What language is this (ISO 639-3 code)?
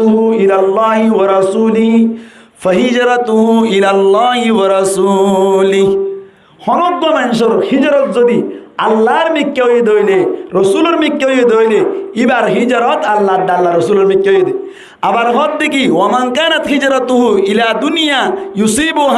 rhg